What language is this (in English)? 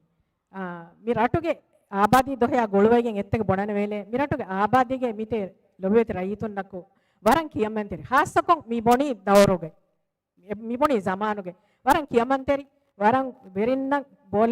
Divehi